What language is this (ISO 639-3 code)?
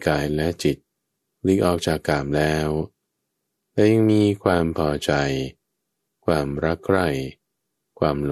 tha